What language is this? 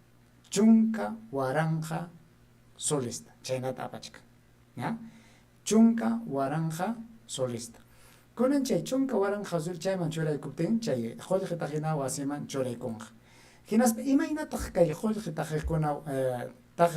Ayacucho Quechua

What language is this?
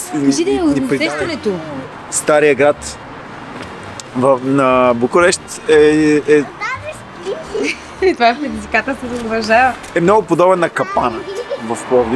Bulgarian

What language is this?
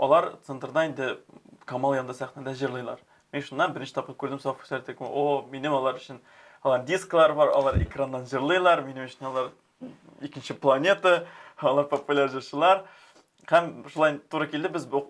Tatar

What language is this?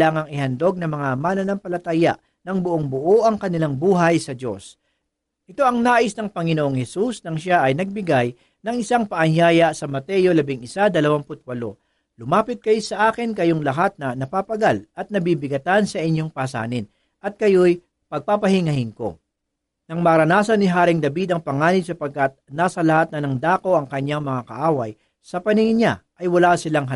Filipino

